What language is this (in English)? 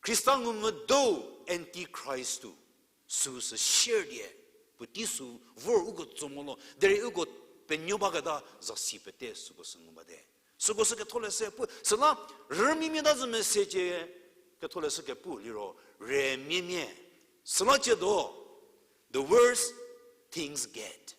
Angami Naga